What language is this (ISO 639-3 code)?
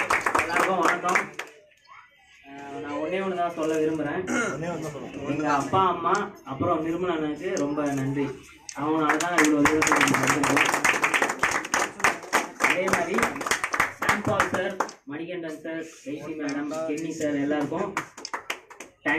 tam